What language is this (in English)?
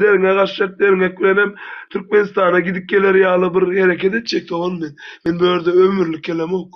Turkmen